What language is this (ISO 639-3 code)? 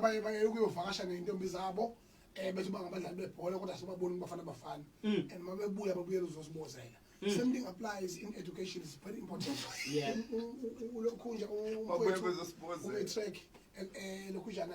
zul